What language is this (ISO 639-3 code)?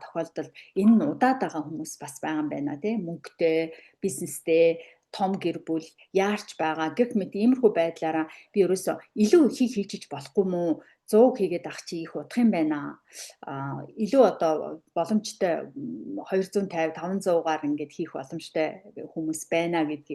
mon